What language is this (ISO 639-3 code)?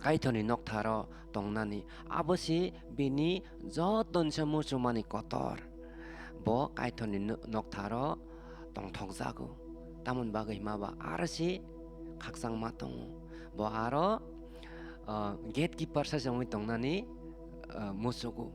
trp